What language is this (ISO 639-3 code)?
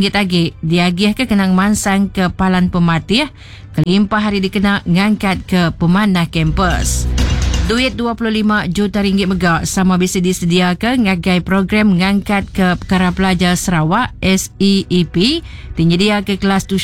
iba